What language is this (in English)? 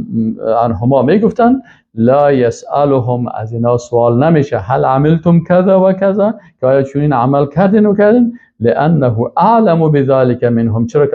Persian